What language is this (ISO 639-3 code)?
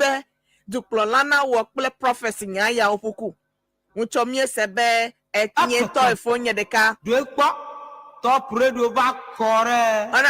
ewe